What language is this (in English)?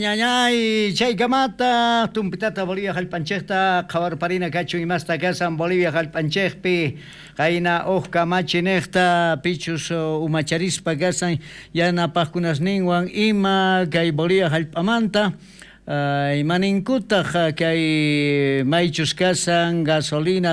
South Bolivian Quechua